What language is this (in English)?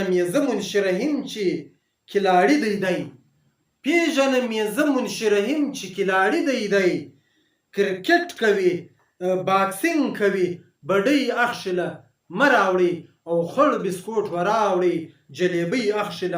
Pashto